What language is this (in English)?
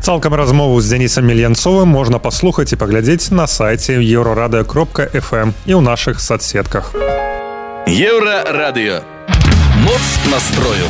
Belarusian